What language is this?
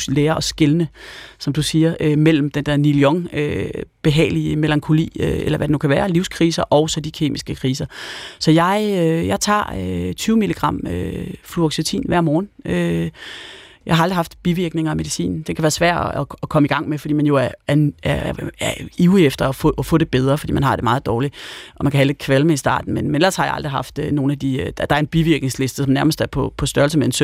Danish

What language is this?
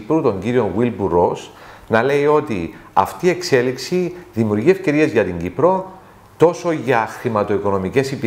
Greek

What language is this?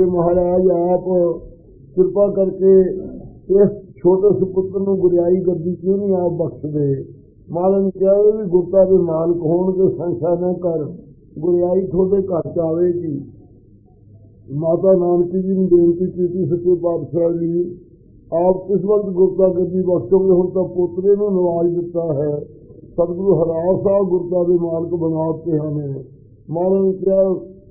Punjabi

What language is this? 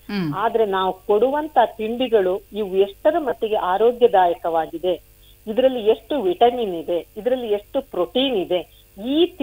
Kannada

